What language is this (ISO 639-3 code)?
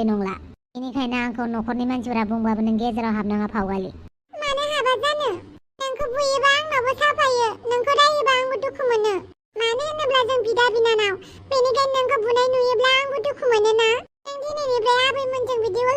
brx